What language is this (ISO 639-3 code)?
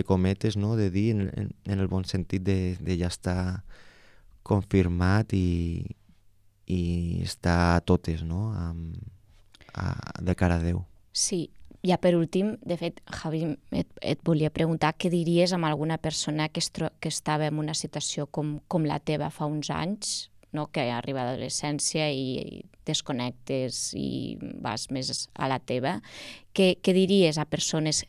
cat